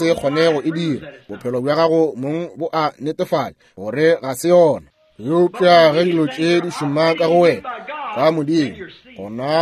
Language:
Northern Sotho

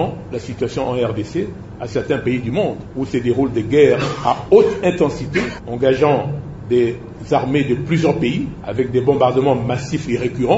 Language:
French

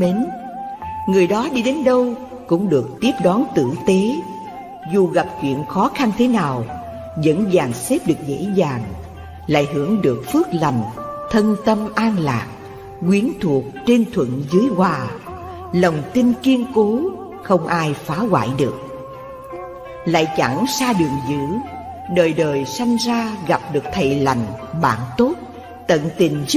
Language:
Vietnamese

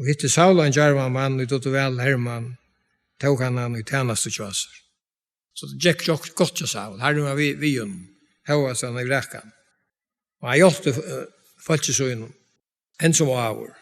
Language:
Faroese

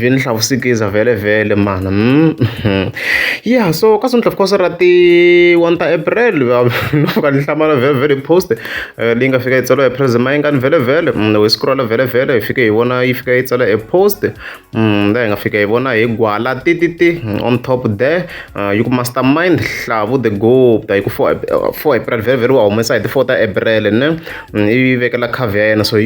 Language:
Tsonga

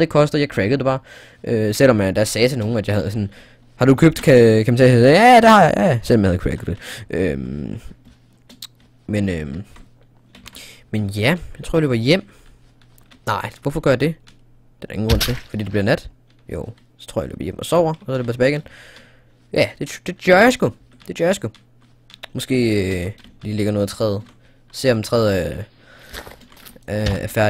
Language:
Danish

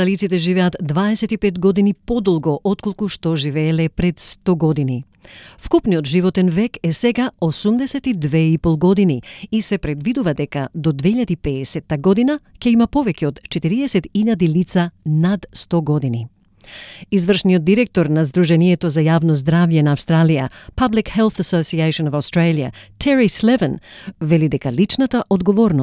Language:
Macedonian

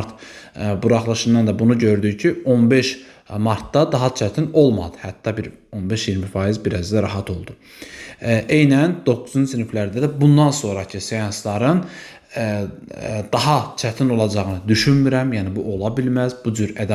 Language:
Azerbaijani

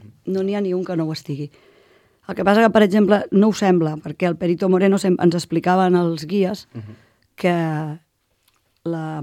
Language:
Catalan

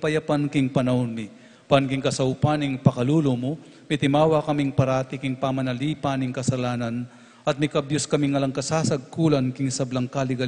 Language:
Pampanga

